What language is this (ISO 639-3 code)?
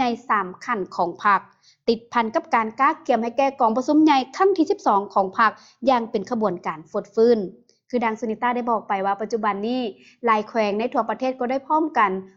lao